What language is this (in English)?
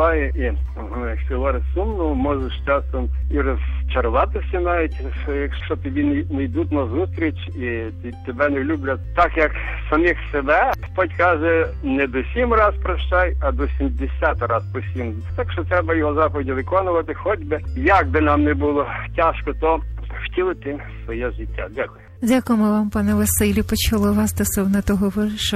Ukrainian